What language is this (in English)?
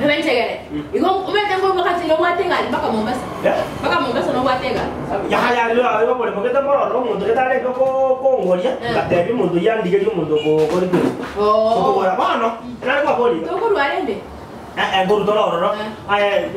Gusii